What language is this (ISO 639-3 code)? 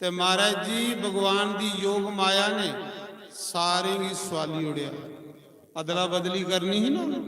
doi